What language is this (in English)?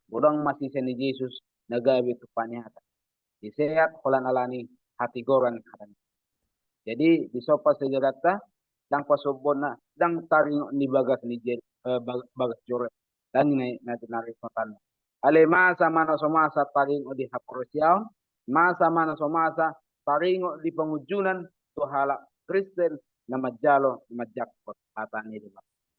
Batak Toba